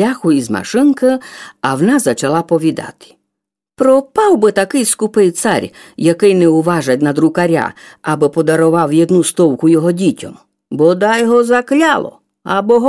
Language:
Rusyn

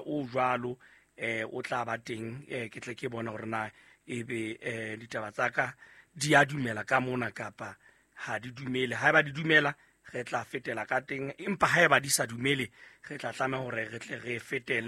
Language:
Southern Sotho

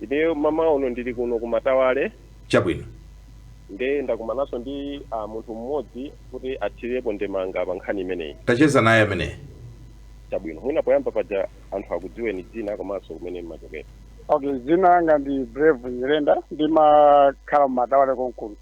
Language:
Nyanja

